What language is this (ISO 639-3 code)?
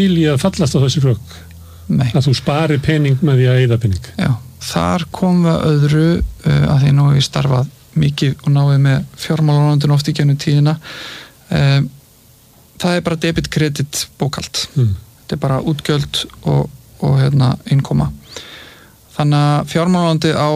isl